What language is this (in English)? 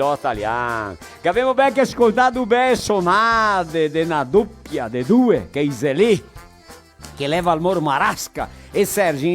Venetian